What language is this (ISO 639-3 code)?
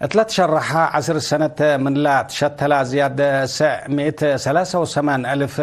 tig